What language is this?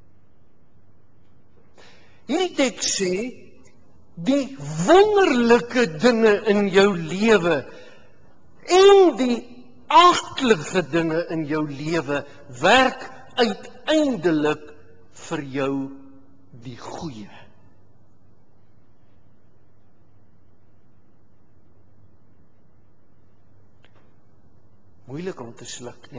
Afrikaans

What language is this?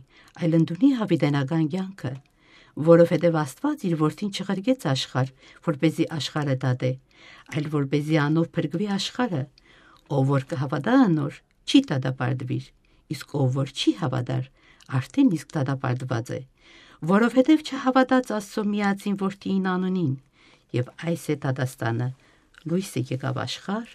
Western Armenian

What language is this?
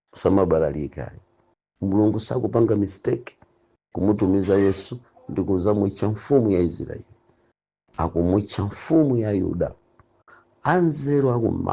Nyanja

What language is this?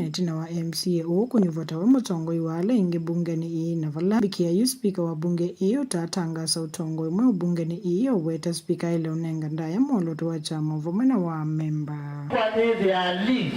Kamba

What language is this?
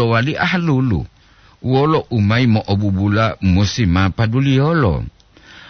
Gorontalo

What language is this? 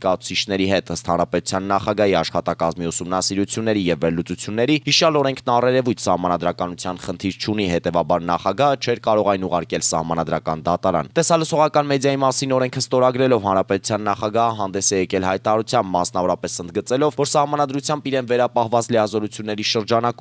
Armenian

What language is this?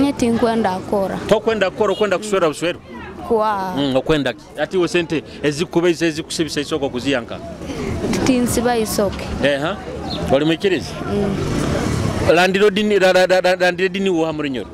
Nyoro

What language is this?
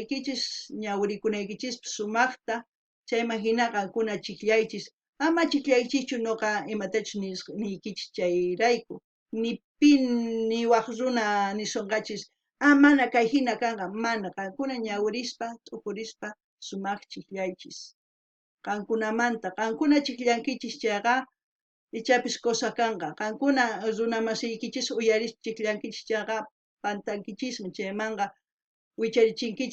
South Bolivian Quechua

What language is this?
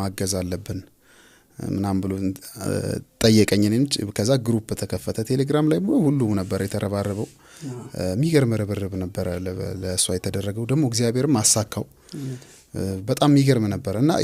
Amharic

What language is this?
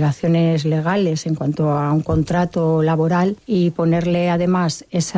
Spanish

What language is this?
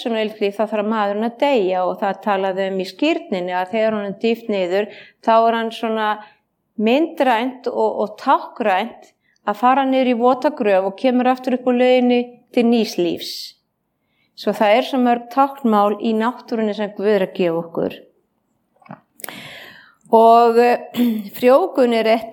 Icelandic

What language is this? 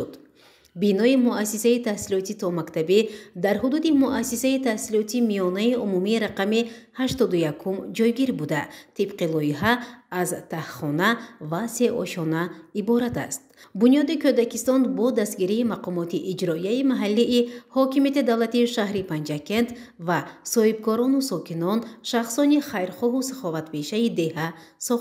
Tajik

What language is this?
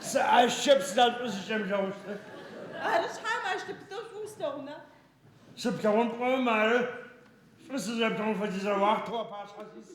Adyghe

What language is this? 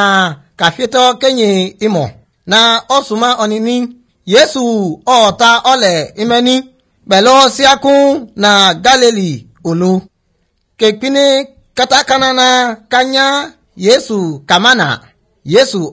Yoruba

